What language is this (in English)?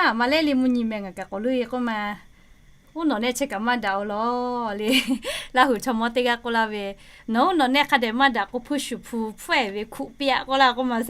Lahu